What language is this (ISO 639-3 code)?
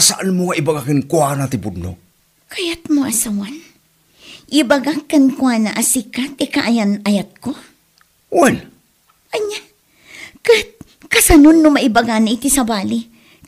ilo